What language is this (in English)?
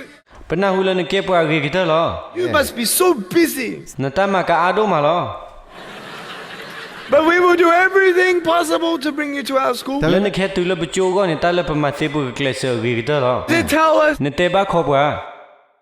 S'gaw Karen